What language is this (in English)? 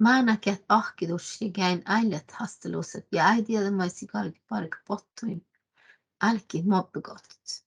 Northern Sami